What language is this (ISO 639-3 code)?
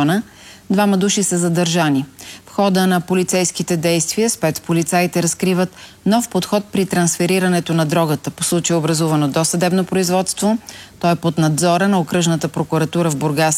bul